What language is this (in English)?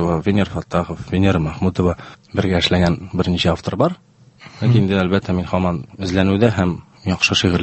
Tatar